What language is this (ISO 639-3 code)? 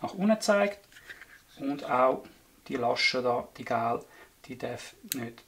gsw